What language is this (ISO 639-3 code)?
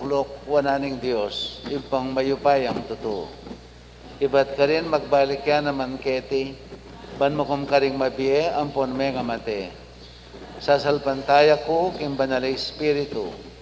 pam